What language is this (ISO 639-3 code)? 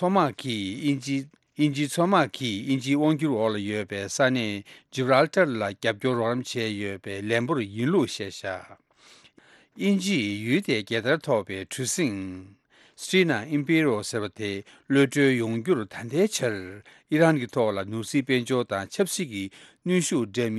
bod